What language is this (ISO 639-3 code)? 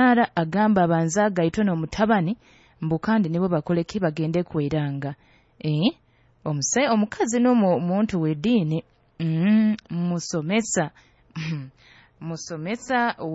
nyo